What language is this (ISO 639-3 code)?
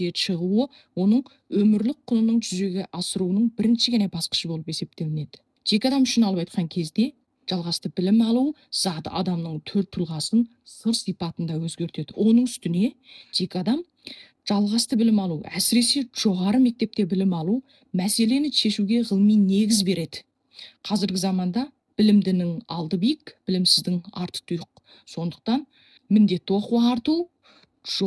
kaz